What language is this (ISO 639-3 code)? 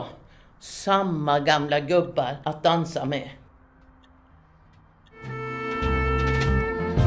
swe